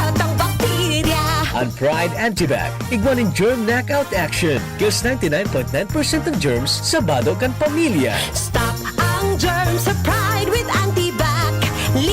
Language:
Bikol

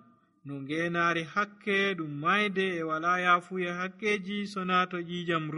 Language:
Nigerian Fulfulde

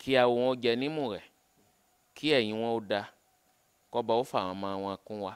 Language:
Yoruba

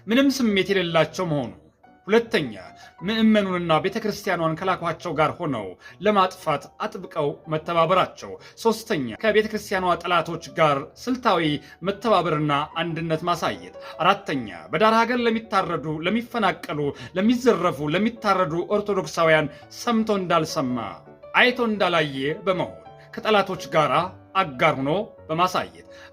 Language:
Amharic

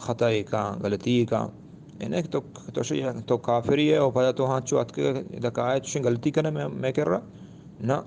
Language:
Eastern Balochi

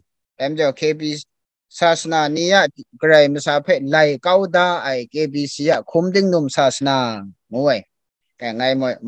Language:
Kachin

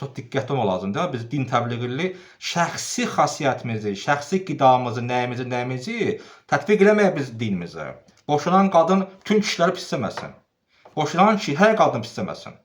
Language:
Azerbaijani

